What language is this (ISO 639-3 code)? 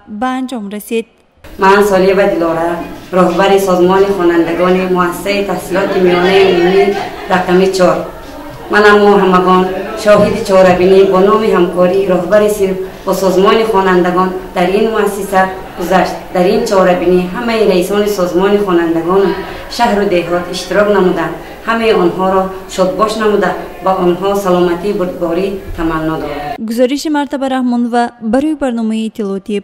tgk